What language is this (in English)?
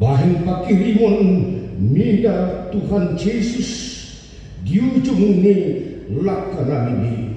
Batak Toba